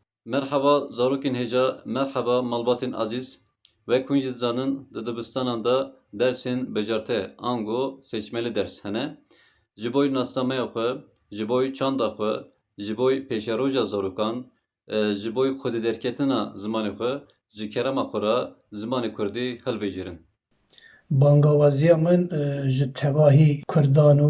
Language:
Kurdish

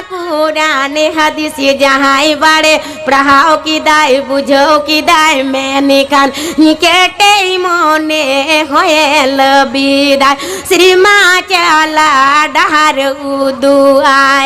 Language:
Santali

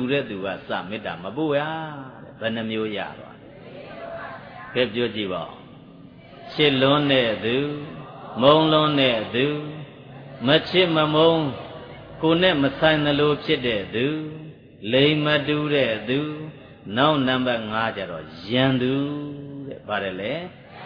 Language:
Burmese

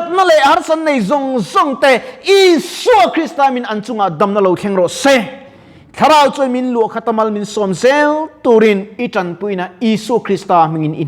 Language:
Mizo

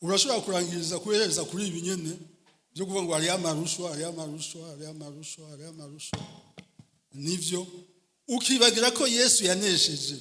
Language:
Rundi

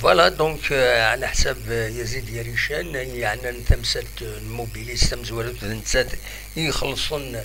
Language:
Algerian Arabic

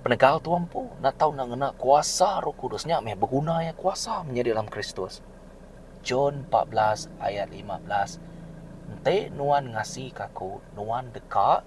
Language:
Iban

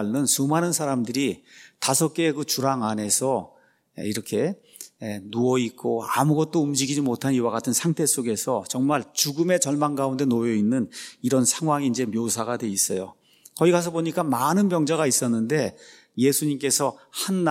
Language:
Korean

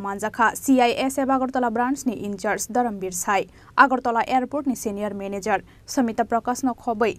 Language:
Kok Borok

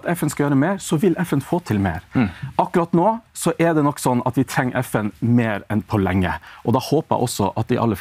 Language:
Norwegian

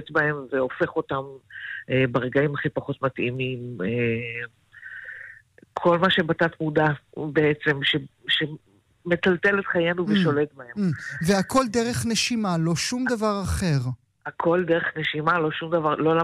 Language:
Hebrew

